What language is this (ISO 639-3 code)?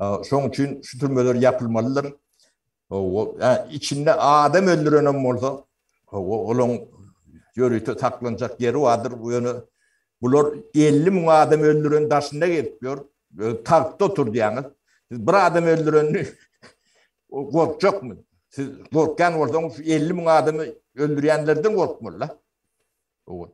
tuk